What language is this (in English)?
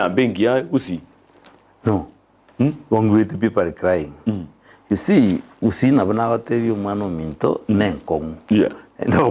Gusii